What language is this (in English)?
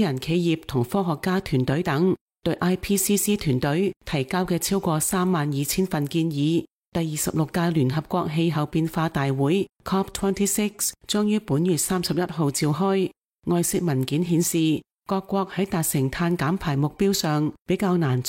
Cantonese